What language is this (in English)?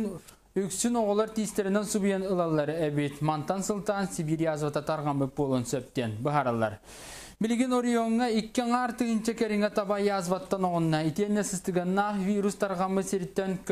Yakut